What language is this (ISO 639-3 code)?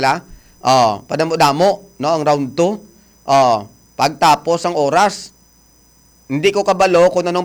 hil